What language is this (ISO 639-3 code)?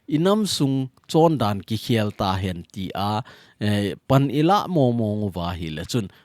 tcz